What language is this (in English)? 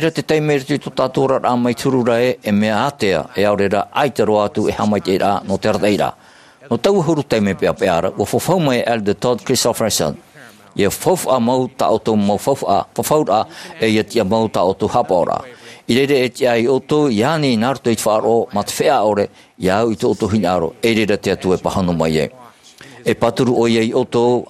Tahitian